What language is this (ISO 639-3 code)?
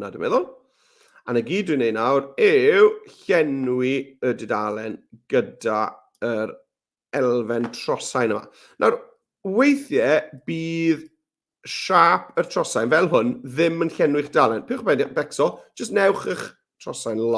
cym